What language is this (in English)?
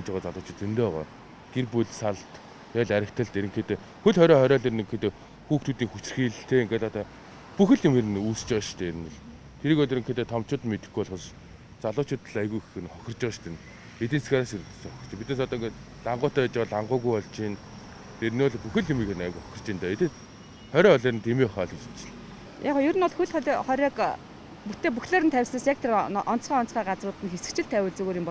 Mongolian